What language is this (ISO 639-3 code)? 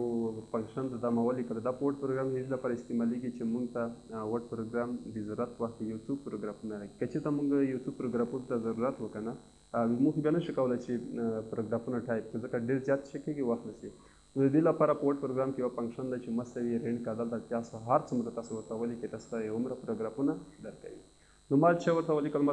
pus